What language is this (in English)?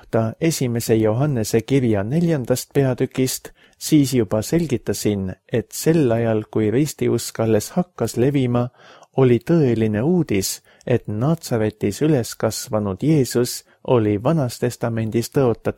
Estonian